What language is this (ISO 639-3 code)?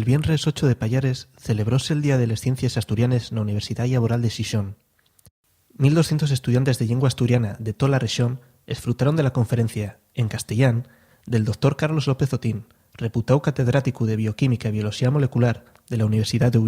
ast